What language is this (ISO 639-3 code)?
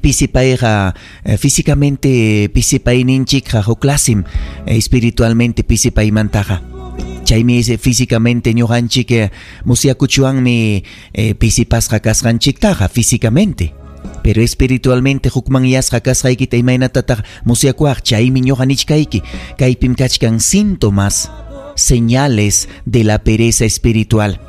quy